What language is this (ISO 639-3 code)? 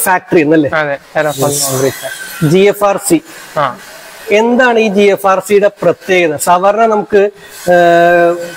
mal